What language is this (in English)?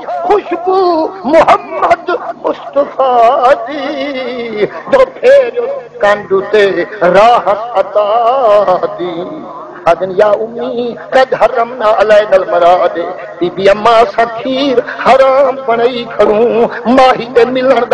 Saraiki